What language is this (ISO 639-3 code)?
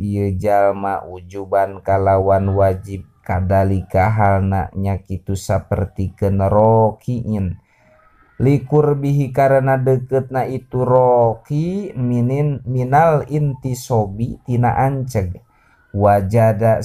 sun